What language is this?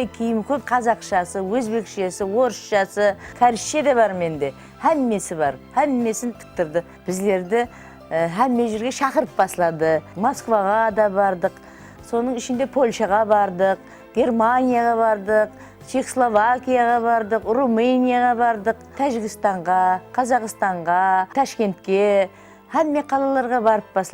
Kara-Kalpak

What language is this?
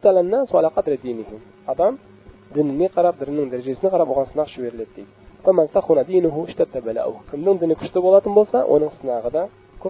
Kazakh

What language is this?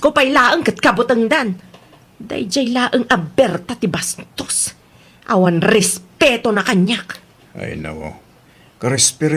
Iloko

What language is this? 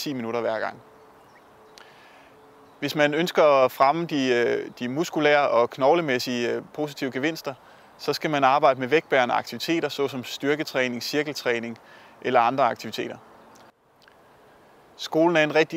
Danish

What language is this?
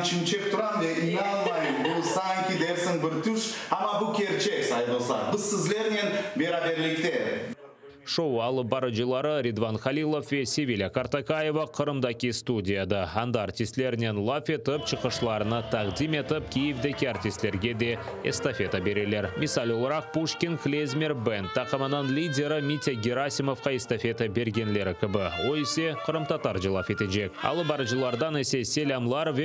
Crimean Tatar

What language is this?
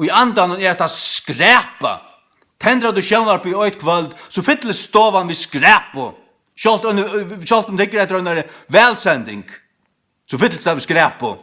Faroese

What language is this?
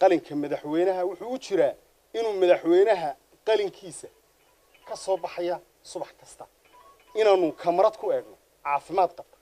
Somali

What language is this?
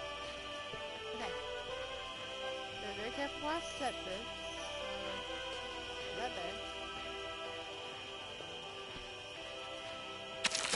English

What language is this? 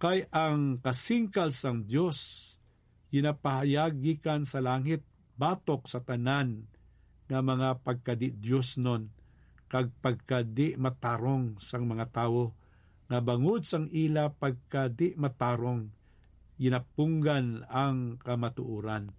Hiligaynon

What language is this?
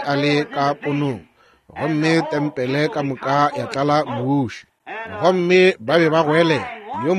Northern Sotho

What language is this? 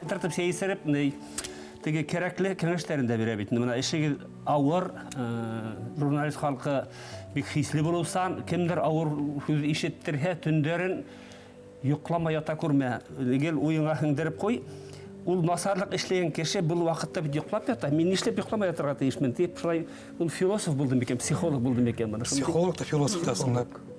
Bashkir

